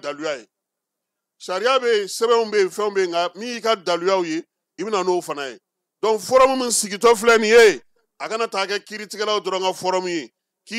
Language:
Bambara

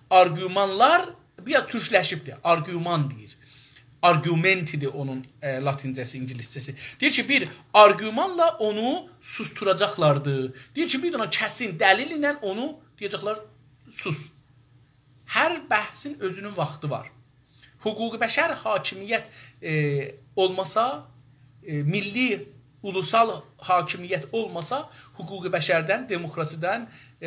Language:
South Azerbaijani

